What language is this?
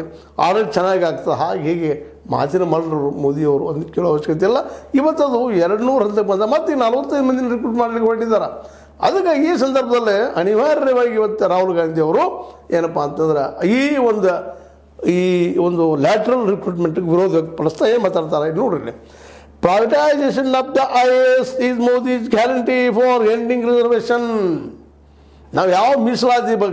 Kannada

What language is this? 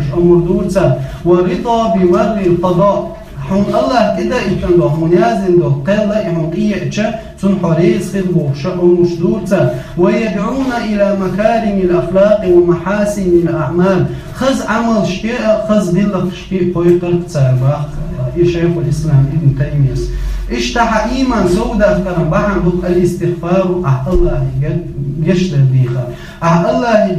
Chechen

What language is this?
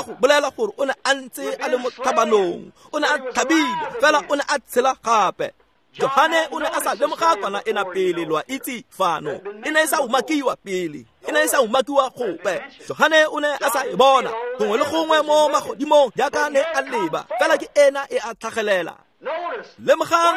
Tswana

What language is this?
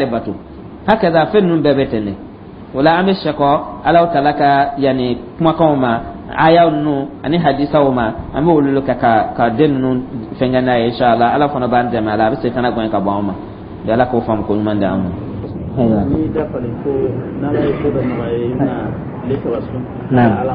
Dyula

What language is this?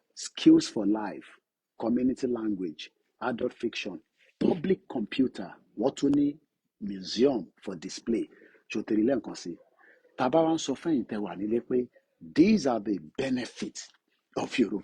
Yoruba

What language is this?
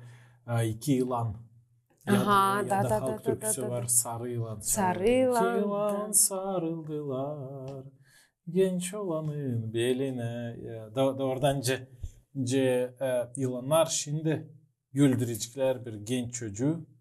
Gagauz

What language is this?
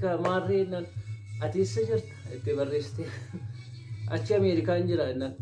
Oromo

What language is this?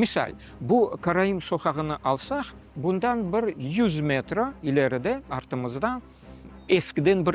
Crimean Tatar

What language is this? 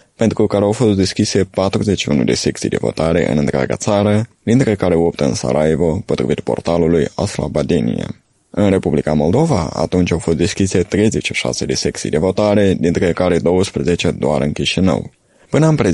Romanian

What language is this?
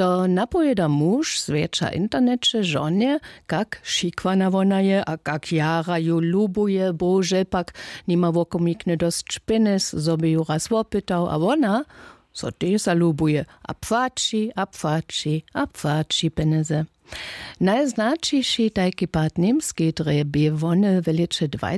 Upper Sorbian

